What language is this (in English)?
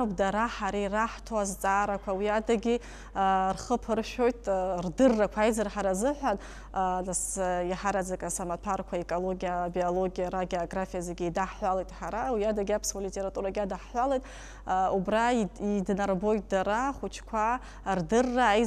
Abkhazian